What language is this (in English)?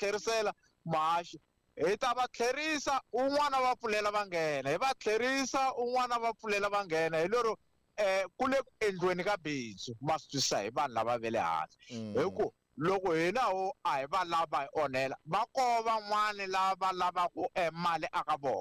Tsonga